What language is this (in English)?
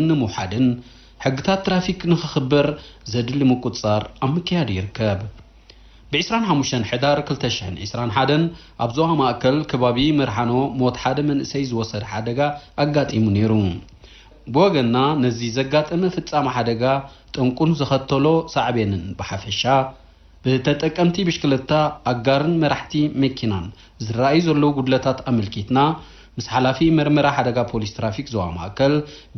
Tigrinya